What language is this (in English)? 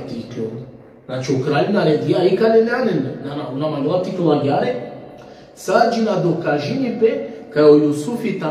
Balkan Romani